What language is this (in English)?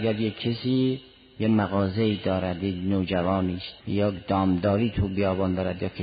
Persian